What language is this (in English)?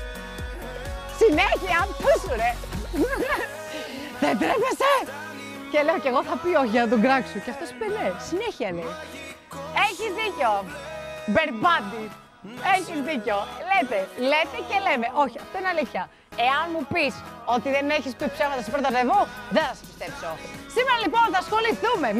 Greek